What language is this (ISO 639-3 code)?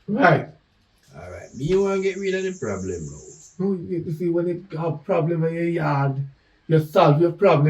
jam